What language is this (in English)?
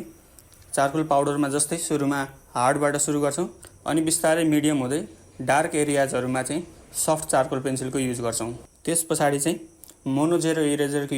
Nepali